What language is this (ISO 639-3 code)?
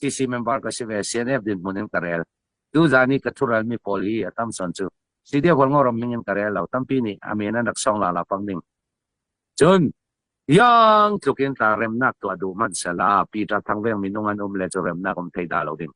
cnh